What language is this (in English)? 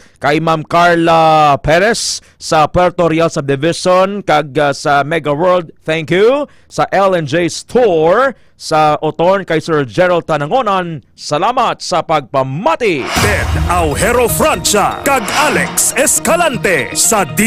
Hiligaynon